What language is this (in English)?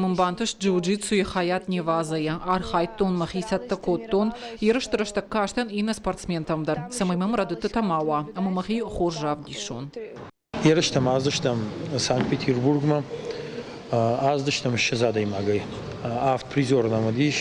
Ossetic